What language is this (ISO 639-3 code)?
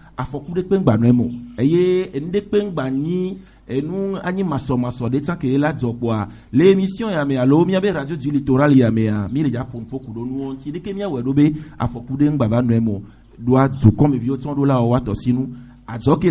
fra